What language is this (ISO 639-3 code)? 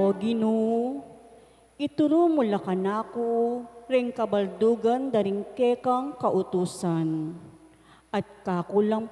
pam